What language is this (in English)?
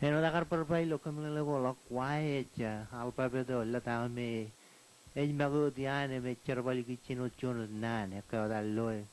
Marshallese